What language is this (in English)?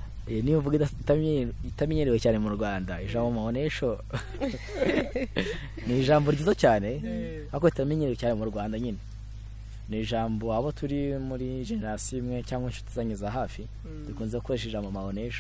Kinyarwanda